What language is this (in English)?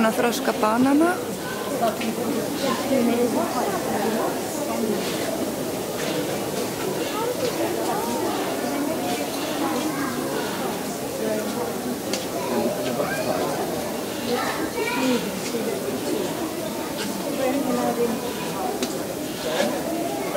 Icelandic